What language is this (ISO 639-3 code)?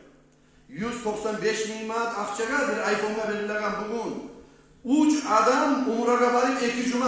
kum